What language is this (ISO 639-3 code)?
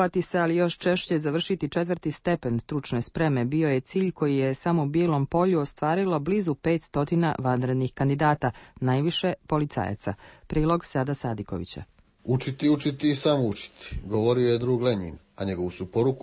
hrv